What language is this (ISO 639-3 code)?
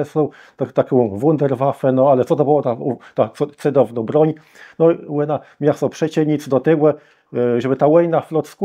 csb